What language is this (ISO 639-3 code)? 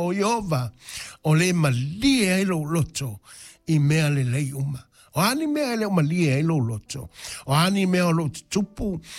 smo